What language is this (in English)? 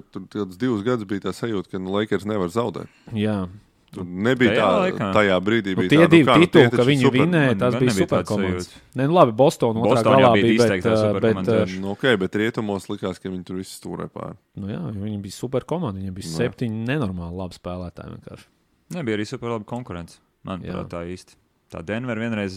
Latvian